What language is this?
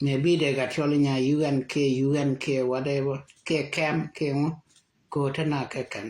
Nuer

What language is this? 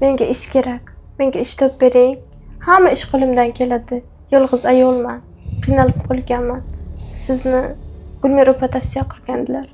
Uzbek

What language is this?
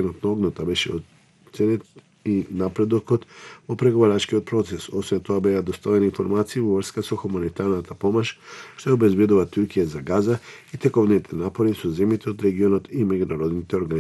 Macedonian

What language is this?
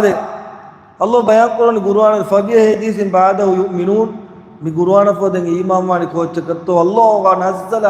Divehi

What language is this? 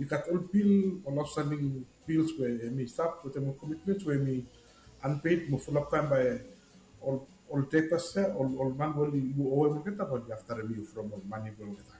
Bislama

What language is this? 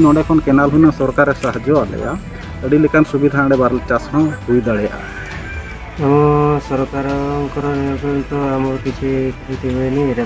Santali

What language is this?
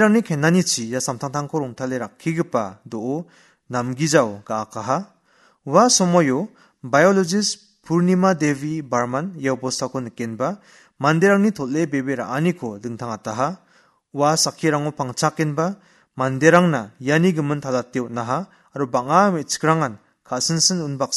Garo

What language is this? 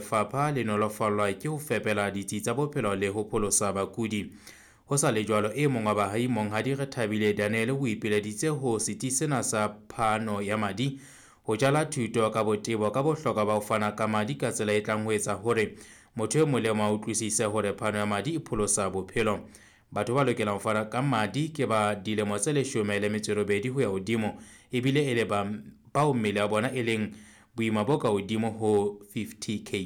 Southern Sotho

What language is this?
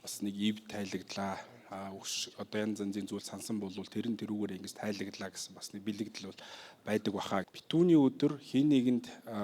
Mongolian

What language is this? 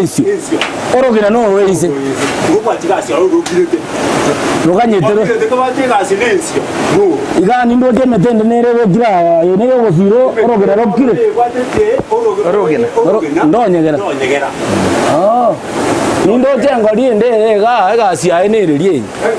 Gusii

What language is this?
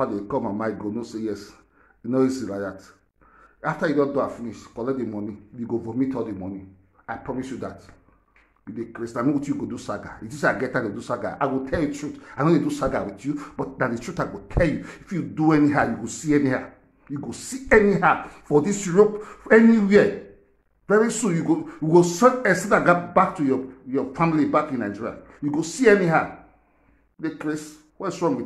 Nigerian Pidgin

